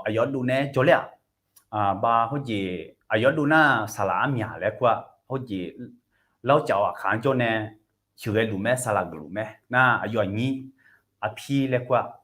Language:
Akha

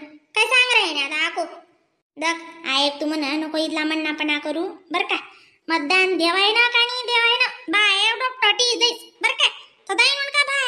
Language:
Khandesi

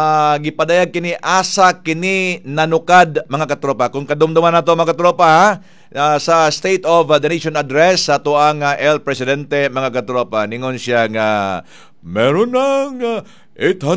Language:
Cebuano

